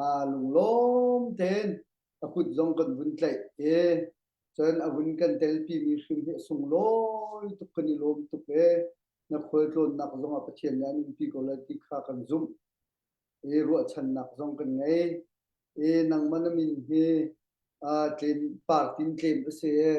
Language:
Hakha Chin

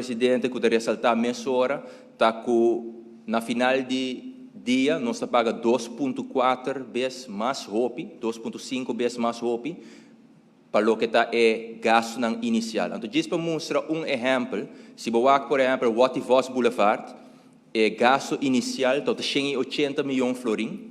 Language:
Papiamento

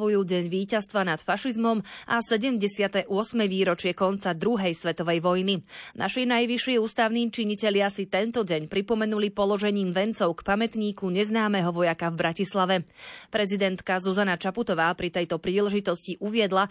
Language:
Slovak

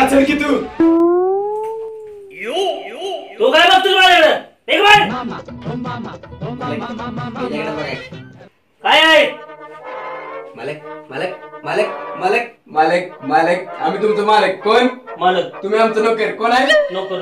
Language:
Marathi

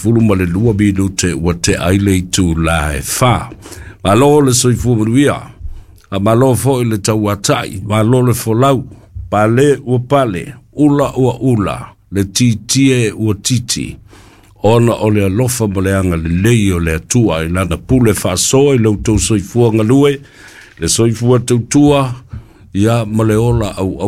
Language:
Samoan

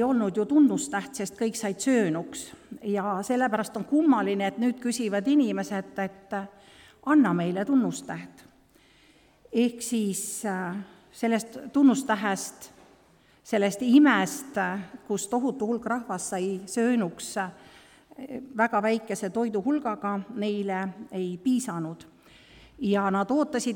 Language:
Estonian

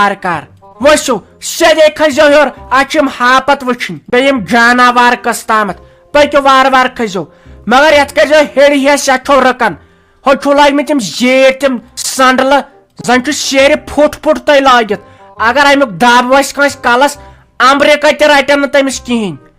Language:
Kashmiri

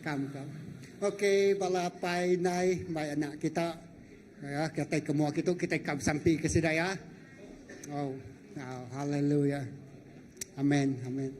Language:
Iban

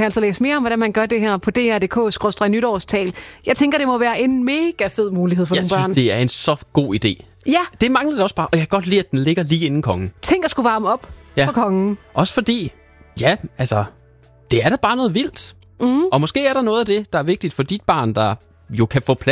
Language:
Danish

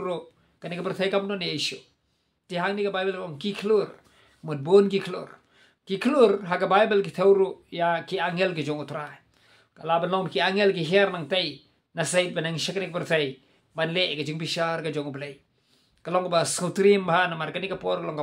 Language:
Khasi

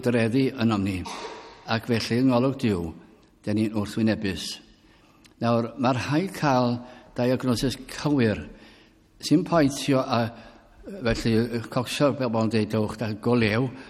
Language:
Welsh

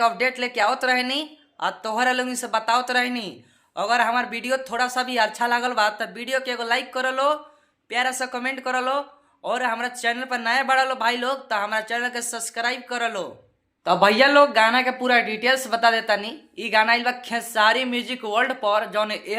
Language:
Bhojpuri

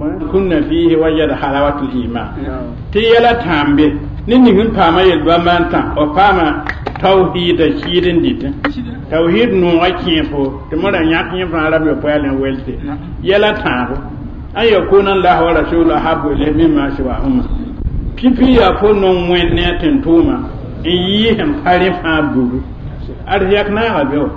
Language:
Mossi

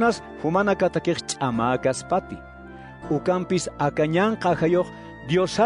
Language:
Aymara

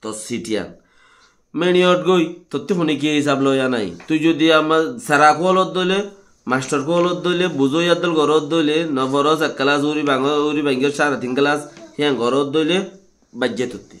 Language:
Rohingya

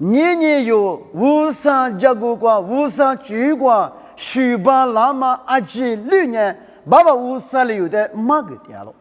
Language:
Lisu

